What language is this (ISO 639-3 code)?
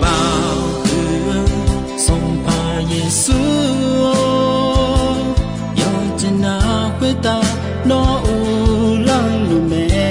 ahk